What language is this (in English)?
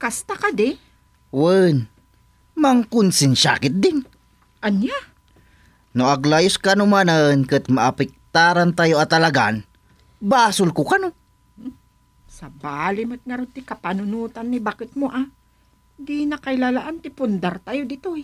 Iloko